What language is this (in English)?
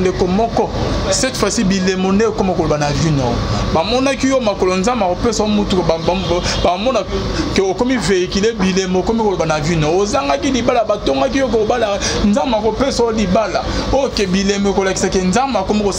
Lingala